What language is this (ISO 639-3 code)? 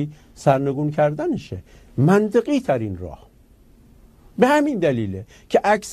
fas